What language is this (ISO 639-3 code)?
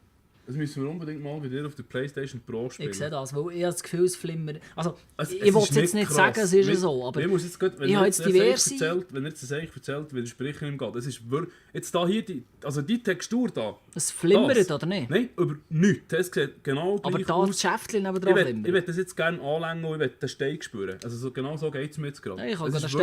gsw